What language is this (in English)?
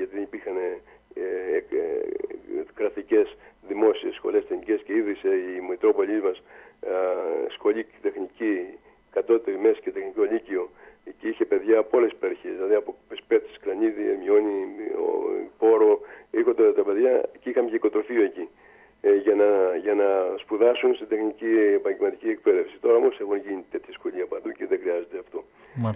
Greek